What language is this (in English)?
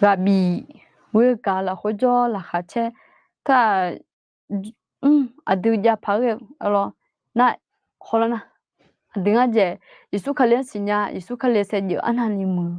Akha